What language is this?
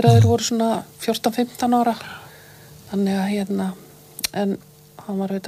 Icelandic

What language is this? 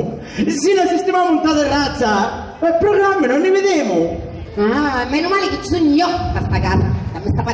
Sicilian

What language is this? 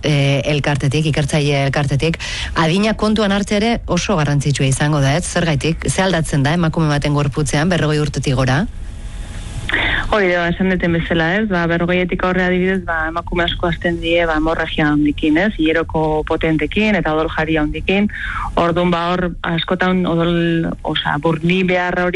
Basque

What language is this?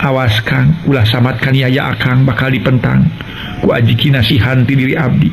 Sundanese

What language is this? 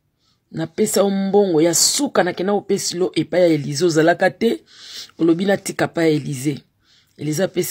Lingala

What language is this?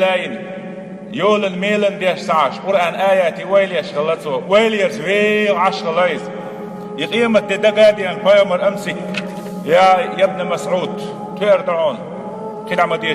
Chechen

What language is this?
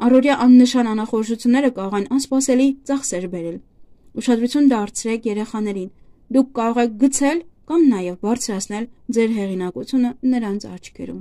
Armenian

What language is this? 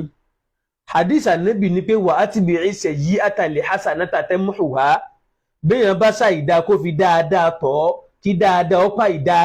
Yoruba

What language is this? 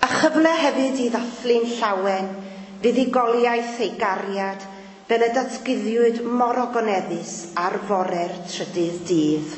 Welsh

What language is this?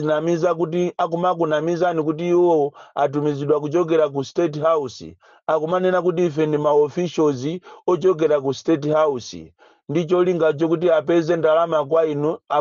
Nyanja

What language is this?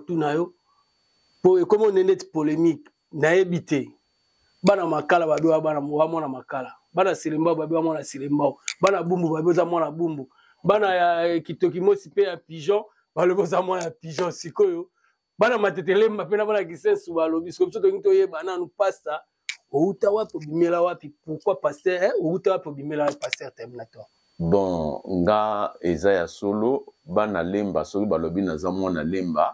Lingala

